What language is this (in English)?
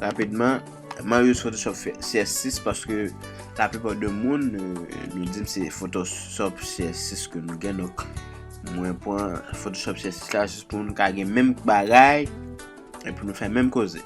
Haitian Creole